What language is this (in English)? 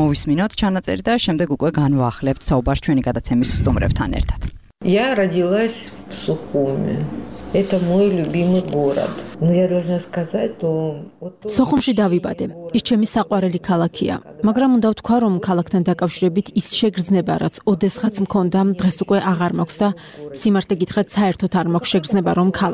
Georgian